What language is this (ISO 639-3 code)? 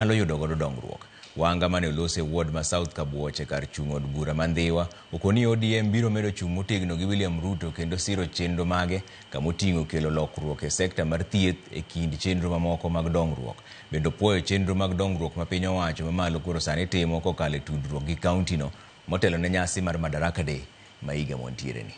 luo